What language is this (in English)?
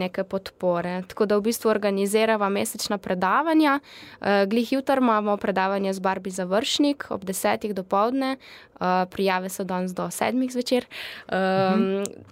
Slovenian